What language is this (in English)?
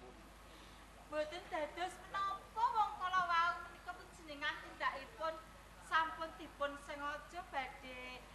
Javanese